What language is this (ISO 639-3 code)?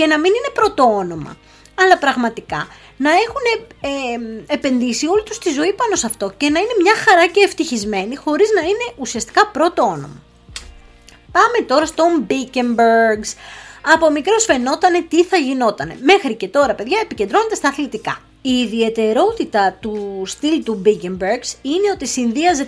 ell